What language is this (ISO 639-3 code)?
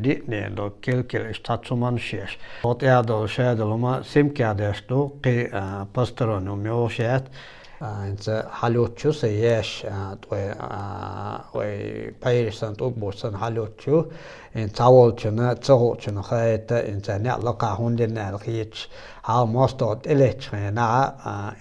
che